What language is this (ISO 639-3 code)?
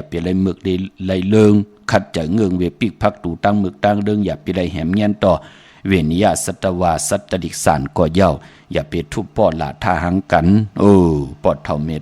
shn